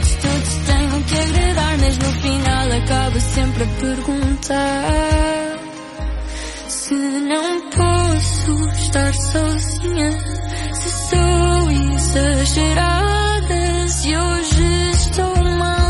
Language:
Portuguese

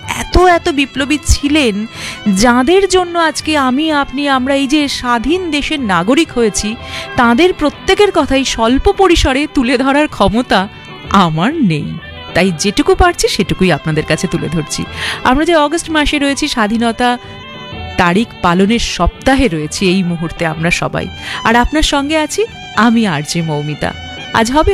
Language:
Bangla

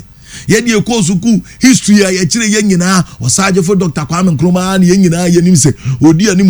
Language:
Akan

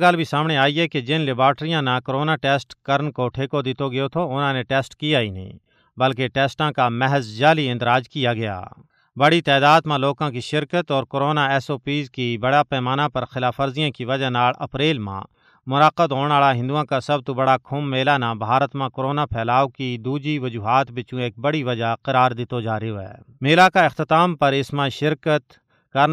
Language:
Gujari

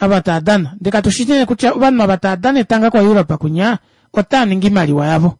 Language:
Kuanyama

